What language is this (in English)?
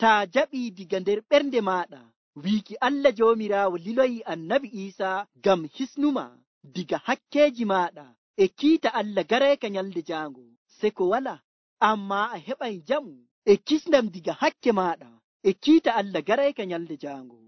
Nigerian Fulfulde